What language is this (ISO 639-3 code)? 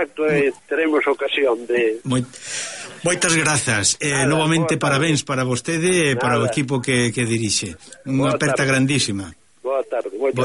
glg